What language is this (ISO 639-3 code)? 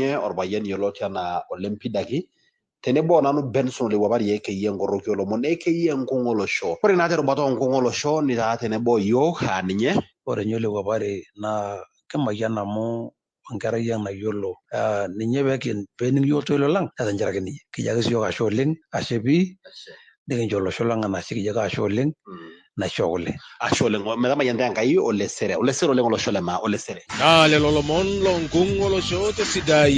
mas